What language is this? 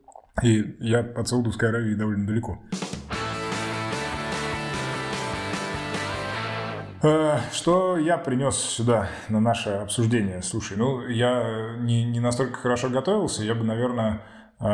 Russian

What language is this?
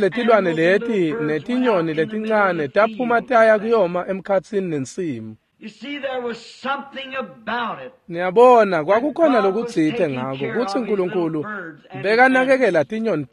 Swati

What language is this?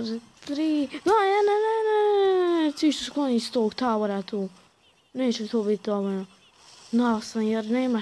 Croatian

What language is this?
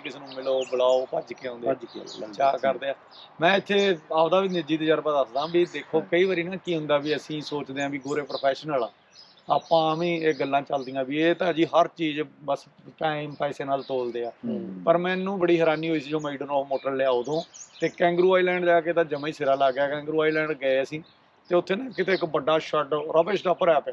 Punjabi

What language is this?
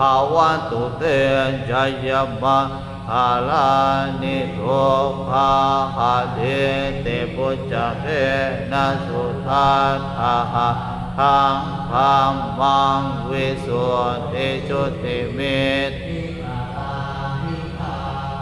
Pali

